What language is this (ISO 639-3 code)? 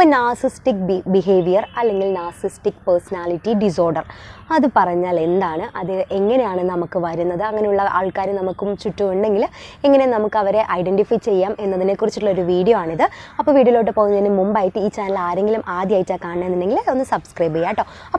mal